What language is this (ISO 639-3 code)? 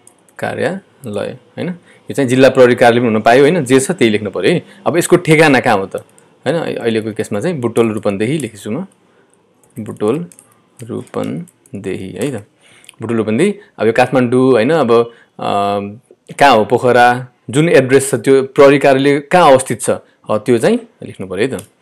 nep